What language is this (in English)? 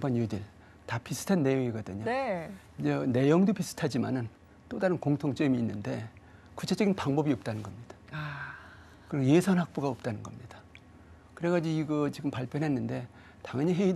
Korean